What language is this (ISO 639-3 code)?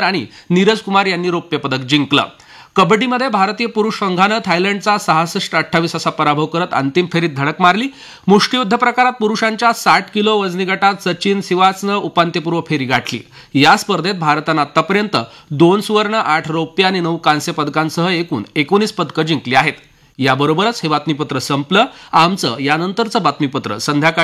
mar